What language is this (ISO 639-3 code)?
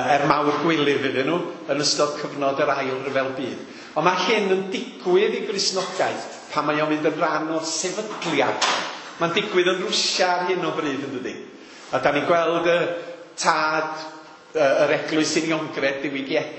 cym